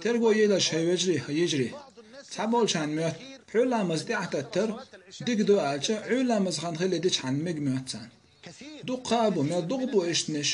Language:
Chechen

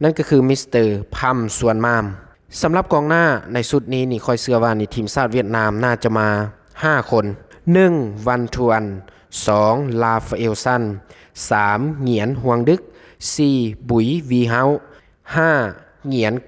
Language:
Lao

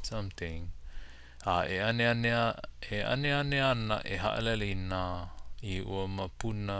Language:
Hawaiian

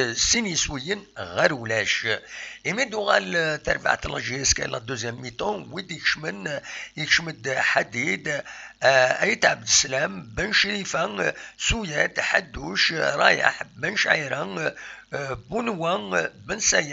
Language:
Kabyle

